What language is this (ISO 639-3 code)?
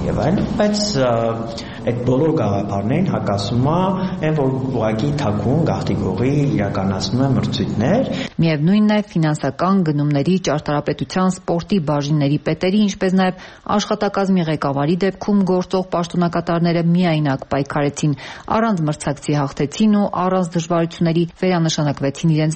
hye